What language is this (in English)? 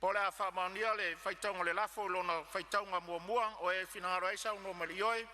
Samoan